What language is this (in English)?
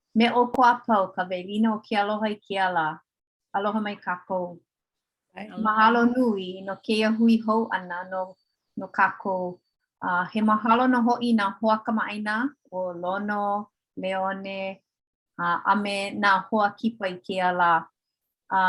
Hawaiian